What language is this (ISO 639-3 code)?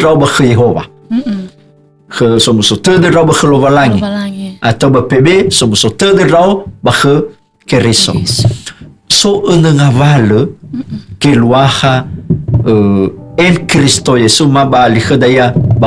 nia